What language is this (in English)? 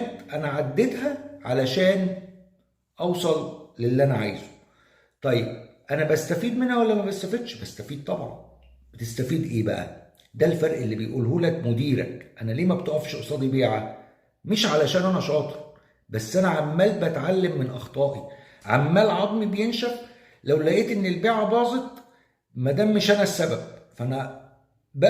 Egyptian Arabic